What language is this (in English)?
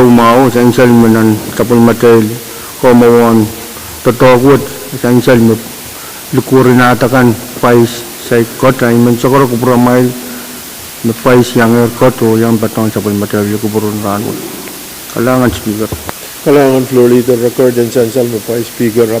Pohnpeian